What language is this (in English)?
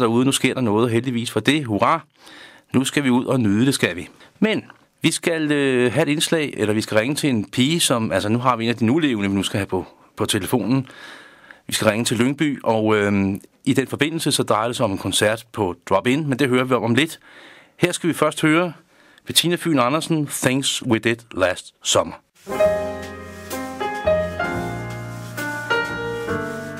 Danish